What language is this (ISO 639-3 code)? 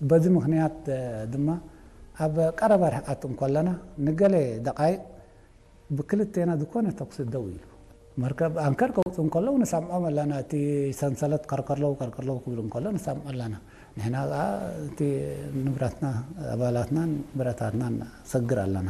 tir